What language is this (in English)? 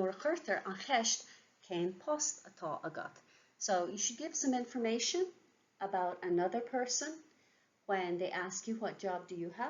Irish